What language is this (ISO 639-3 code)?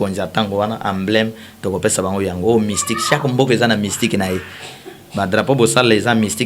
lin